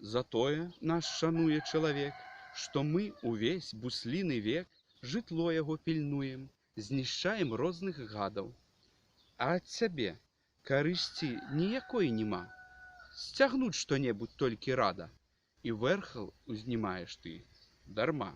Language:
Belarusian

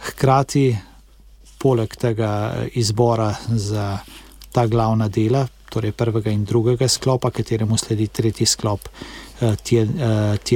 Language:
Slovenian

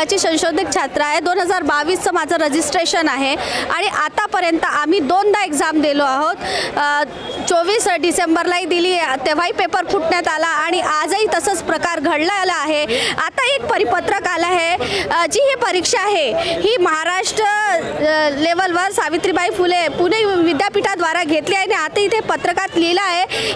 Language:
Marathi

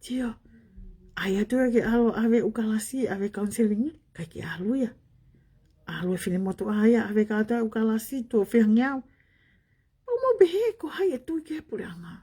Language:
Tongan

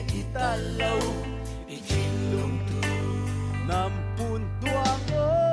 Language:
Falam Chin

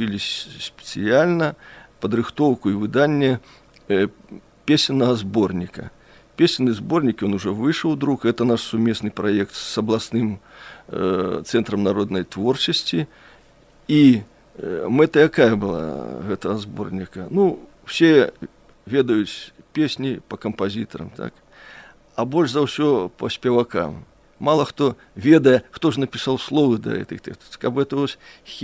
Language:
Belarusian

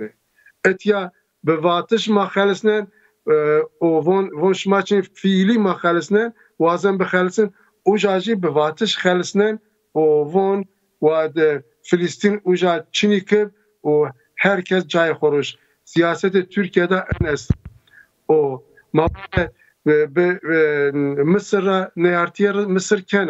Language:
Zaza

